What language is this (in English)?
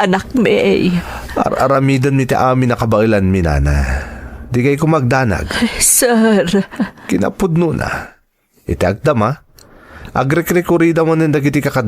Iloko